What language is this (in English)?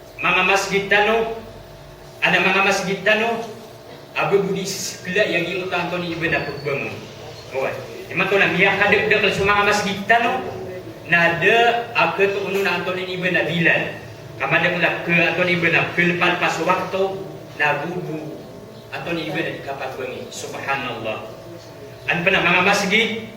Maranao